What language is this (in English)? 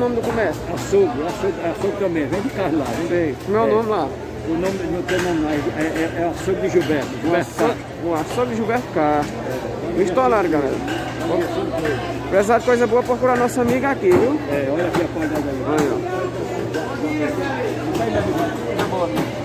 Portuguese